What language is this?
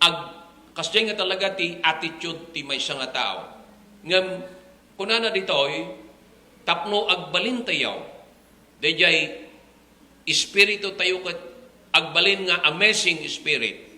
Iloko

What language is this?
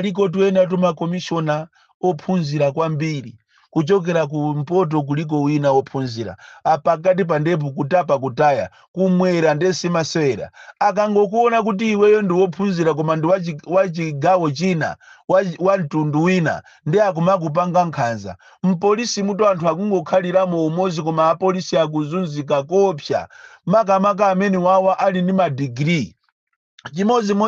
Nyanja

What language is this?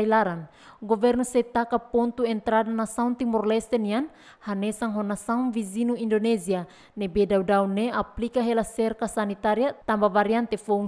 Tetum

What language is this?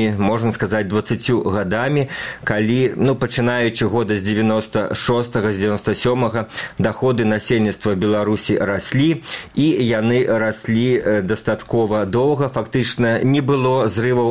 Belarusian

